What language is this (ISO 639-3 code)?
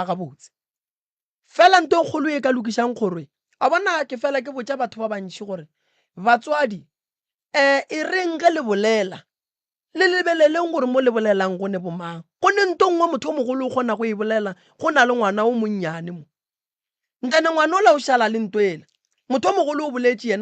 nso